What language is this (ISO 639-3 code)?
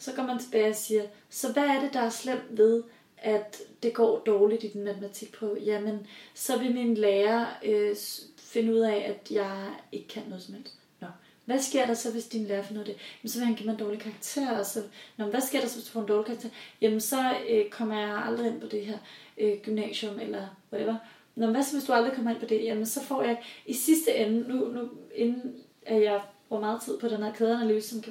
dan